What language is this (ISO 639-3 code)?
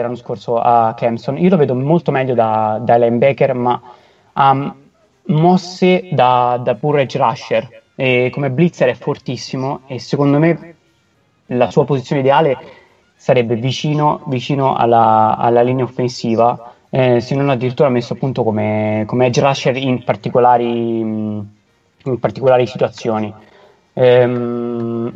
ita